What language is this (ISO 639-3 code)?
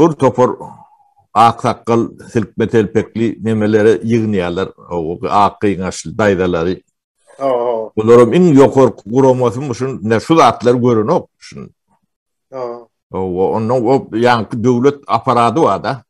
tuk